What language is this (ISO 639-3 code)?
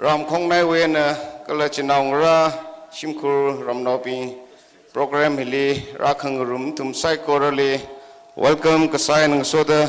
nmf